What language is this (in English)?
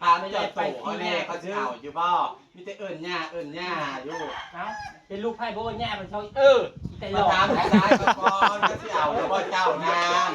Northeastern Thai